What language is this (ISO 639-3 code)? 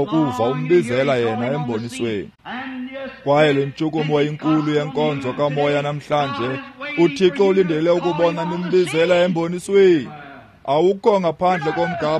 xho